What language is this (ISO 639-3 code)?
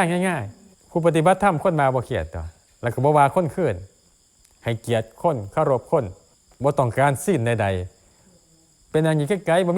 tts